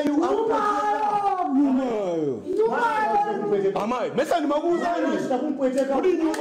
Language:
Nyanja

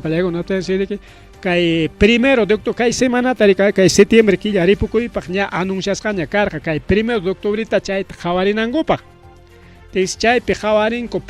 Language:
Ayacucho Quechua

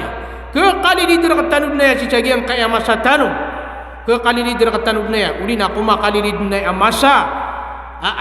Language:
Maranao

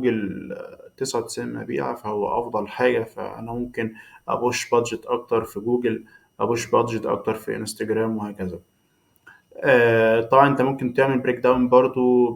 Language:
Egyptian Arabic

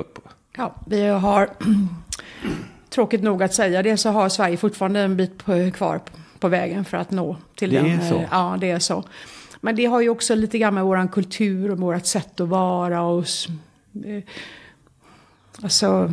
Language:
Swedish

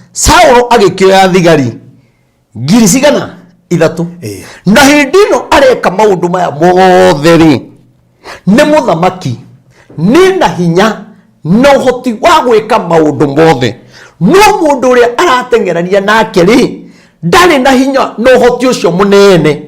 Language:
Kikuyu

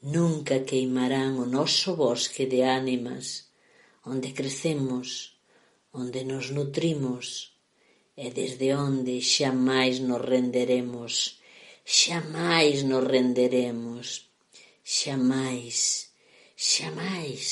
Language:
Galician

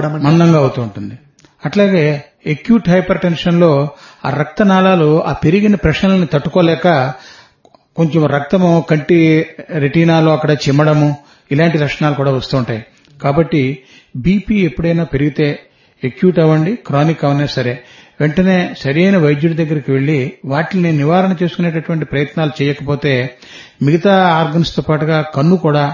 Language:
Telugu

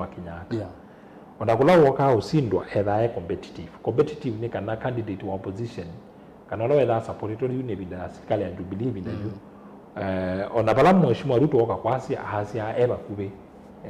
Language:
Kamba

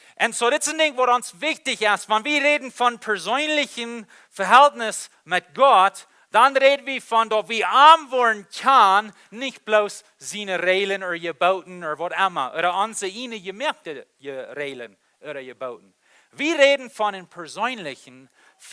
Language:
Plautdietsch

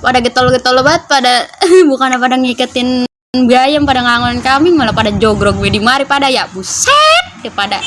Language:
Betawi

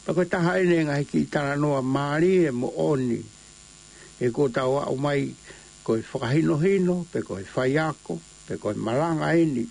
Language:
Tongan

